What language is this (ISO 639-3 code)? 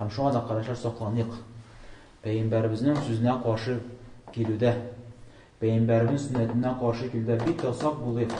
tat